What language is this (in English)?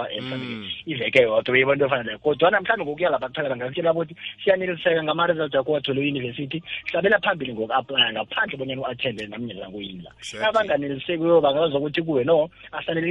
South Ndebele